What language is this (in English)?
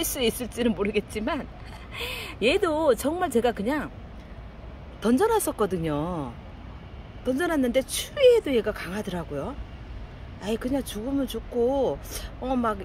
Korean